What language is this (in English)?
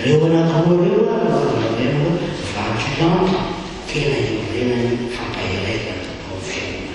Malagasy